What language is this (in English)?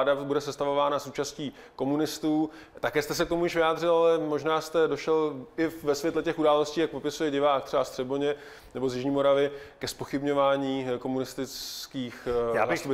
Czech